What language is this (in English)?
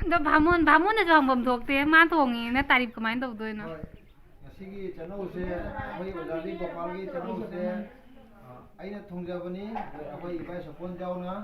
Manipuri